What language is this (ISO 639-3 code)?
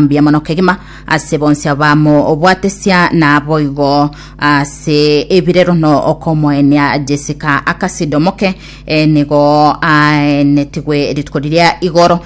guz